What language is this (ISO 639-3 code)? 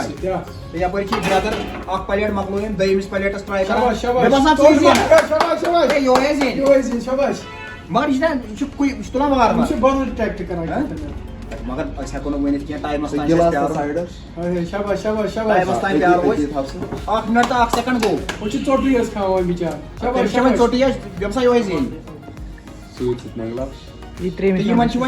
kas